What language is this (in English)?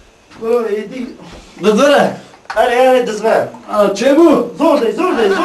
Kurdish